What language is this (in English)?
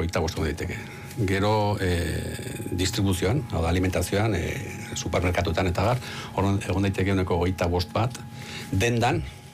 Basque